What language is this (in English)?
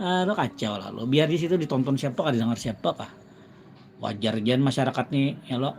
Banjar